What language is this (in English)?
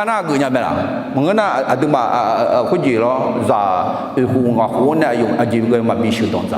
Akha